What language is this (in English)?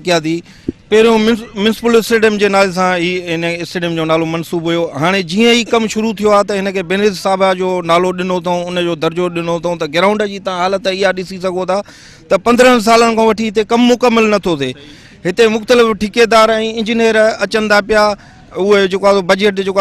Sindhi